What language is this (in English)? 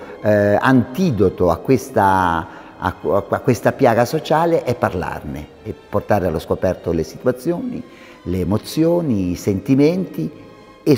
Italian